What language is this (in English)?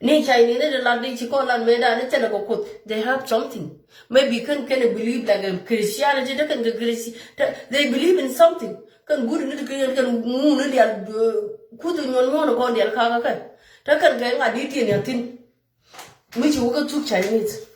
Nuer